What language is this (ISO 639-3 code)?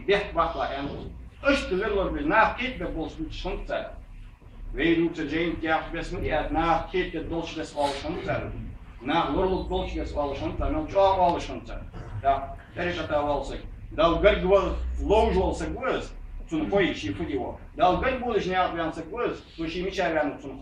inh